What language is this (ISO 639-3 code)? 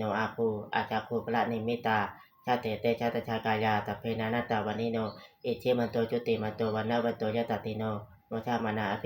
pli